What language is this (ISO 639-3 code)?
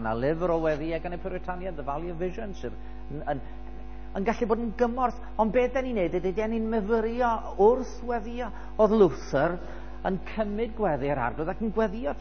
cym